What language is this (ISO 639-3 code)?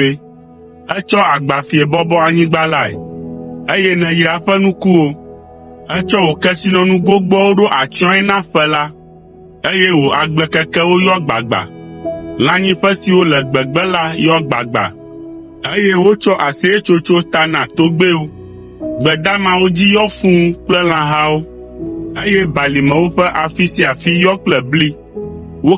ewe